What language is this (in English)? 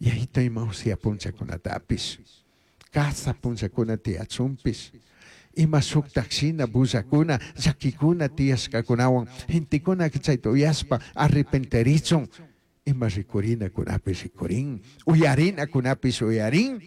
Chimborazo Highland Quichua